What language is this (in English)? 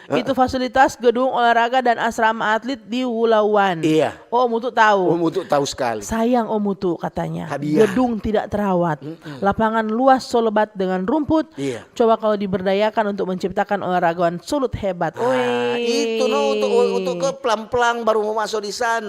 Manado Malay